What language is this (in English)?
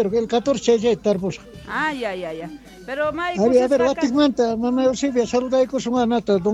Quechua